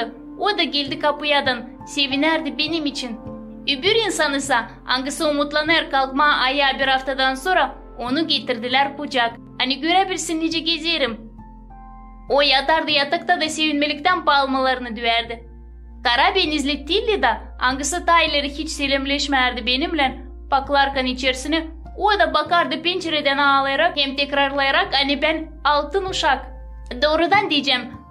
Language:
Gagauz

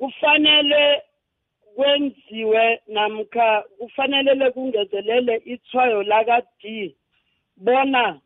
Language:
South Ndebele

